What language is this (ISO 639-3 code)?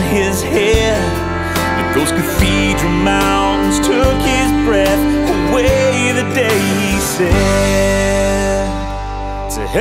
eng